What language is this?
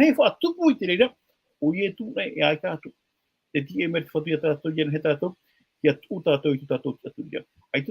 Tahitian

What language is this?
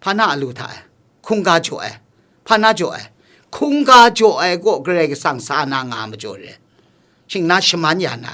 Kachin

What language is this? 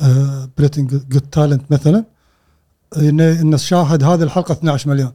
Gulf Arabic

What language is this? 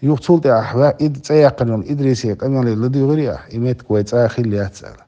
Chechen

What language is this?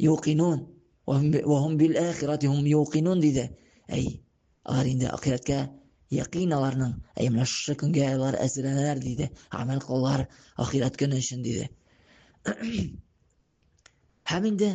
Tatar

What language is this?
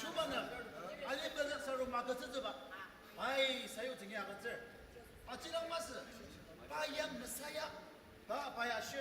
Ao Naga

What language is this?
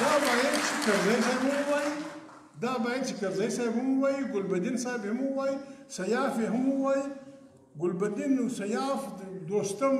Pashto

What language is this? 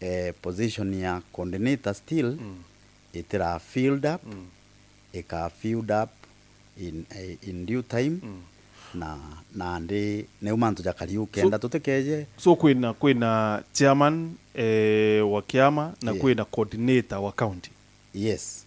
Meru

